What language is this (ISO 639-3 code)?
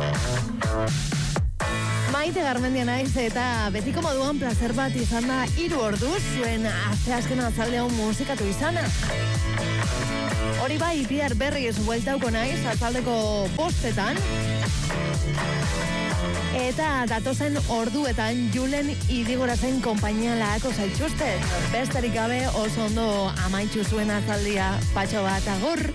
eus